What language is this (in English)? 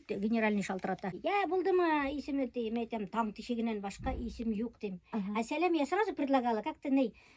Bashkir